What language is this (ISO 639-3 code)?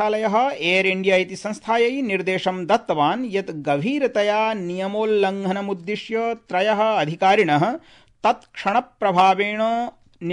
san